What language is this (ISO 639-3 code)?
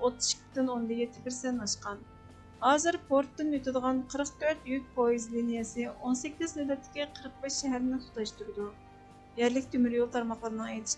uig